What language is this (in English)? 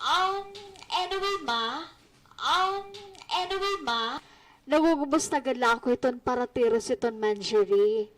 Waray